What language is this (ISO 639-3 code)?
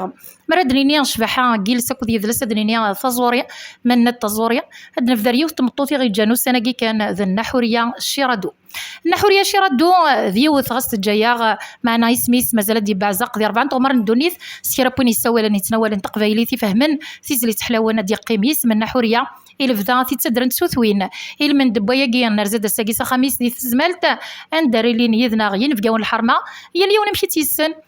kab